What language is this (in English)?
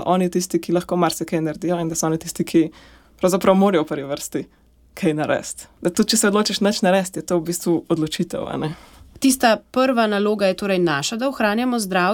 Slovenian